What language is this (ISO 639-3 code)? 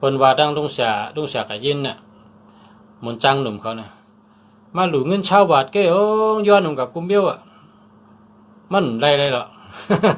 shn